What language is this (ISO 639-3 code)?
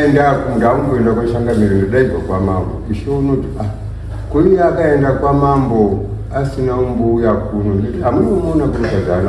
sna